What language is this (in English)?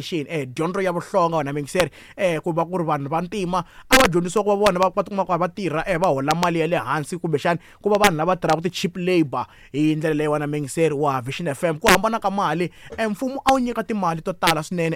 Tsonga